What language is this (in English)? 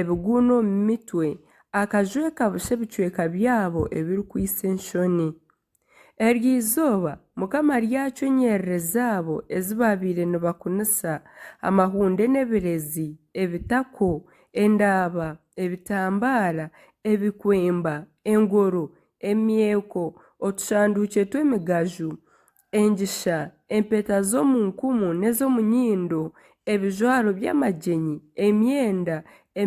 Nyankole